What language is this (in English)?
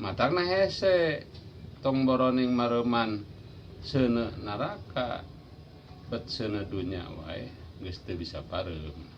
Sundanese